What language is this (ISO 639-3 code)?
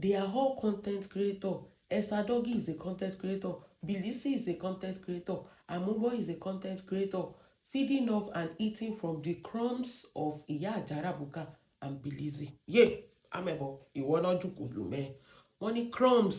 yor